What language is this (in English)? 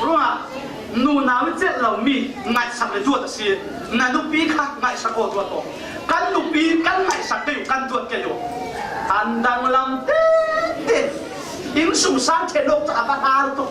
Falam Chin